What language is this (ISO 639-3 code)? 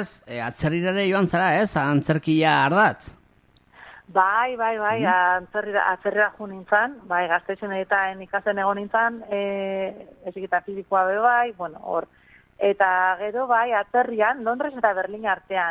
eus